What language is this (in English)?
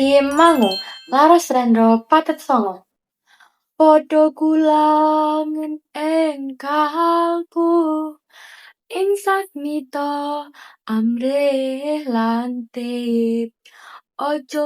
Javanese